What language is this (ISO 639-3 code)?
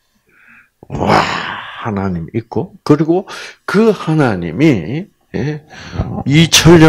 kor